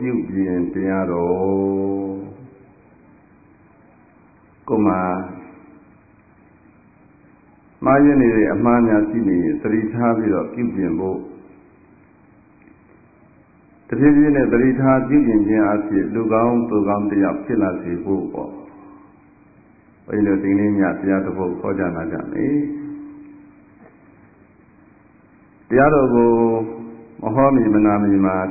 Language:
Burmese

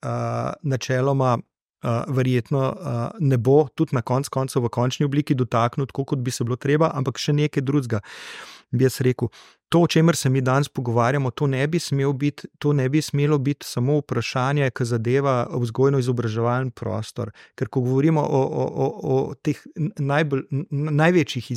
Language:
Slovenian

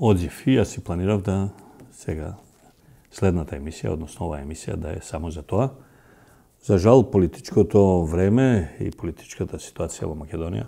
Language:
Macedonian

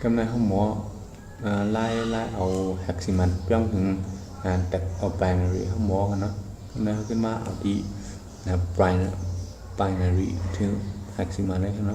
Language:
Shan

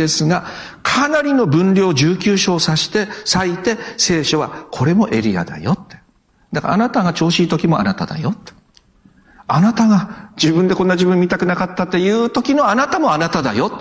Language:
Japanese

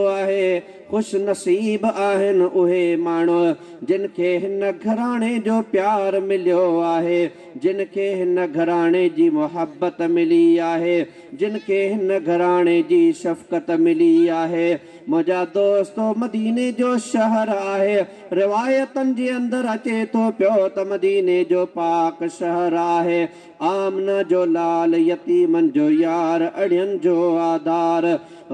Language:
Sindhi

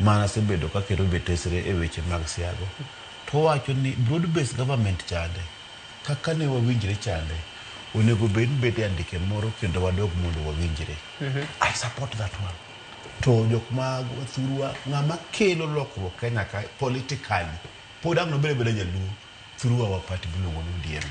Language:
Luo (Kenya and Tanzania)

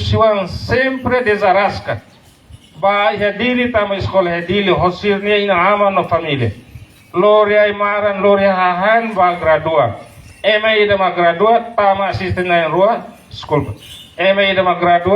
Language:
Tetum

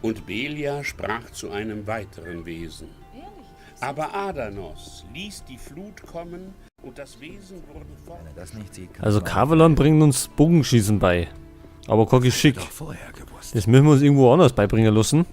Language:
Bavarian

